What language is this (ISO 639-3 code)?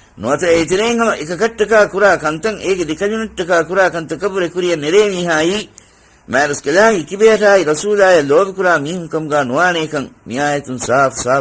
div